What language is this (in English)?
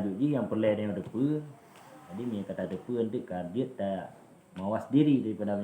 Achinese